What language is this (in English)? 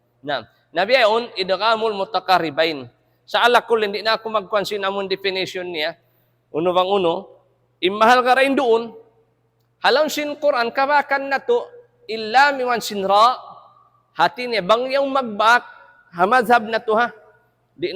Tausug